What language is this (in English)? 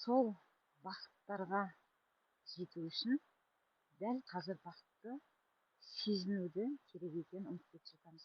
Kazakh